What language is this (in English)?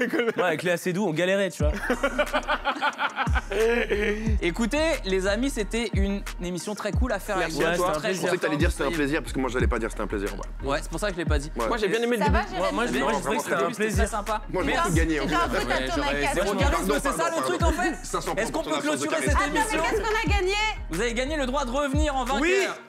French